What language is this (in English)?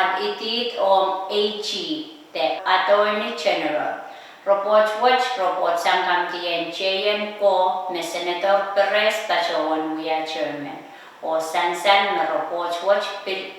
Pohnpeian